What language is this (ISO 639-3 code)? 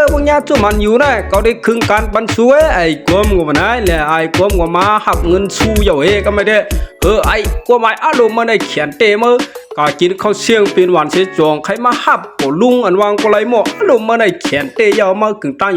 shn